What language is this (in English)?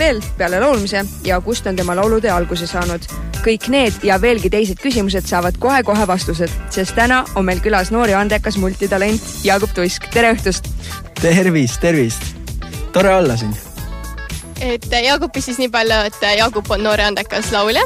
Estonian